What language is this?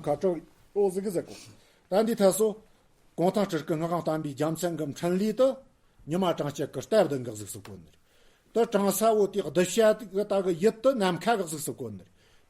Tibetan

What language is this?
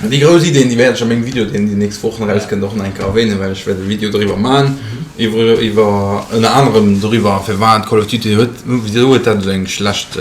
Luxembourgish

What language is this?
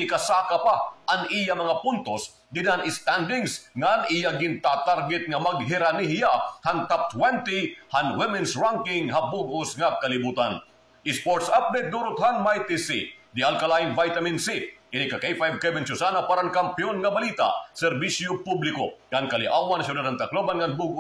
Waray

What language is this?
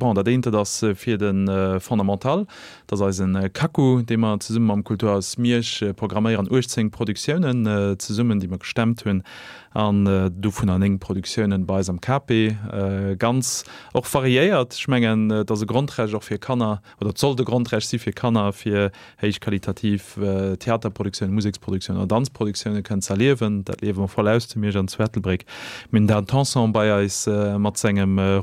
Luxembourgish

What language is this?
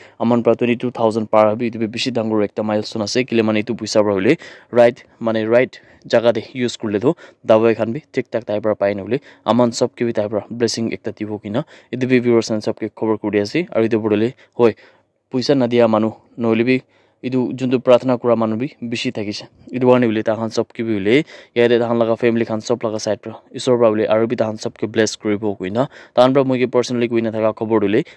Naga Pidgin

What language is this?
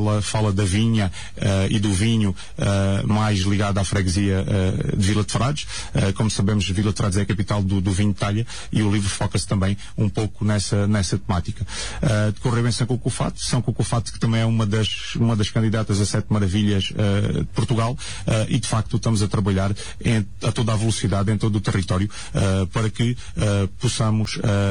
Portuguese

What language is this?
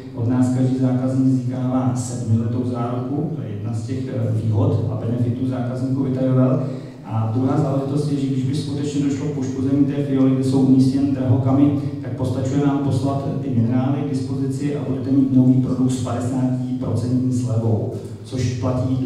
Czech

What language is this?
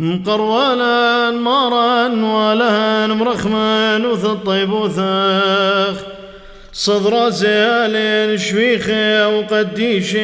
Classical Syriac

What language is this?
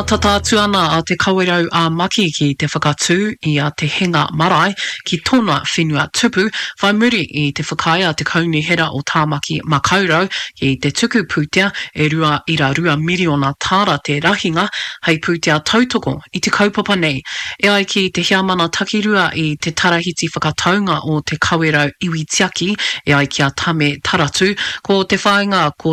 Māori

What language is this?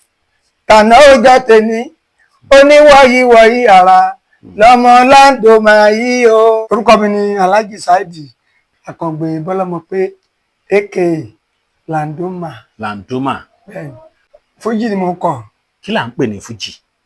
Yoruba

